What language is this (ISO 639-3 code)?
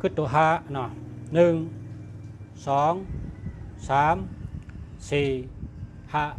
shn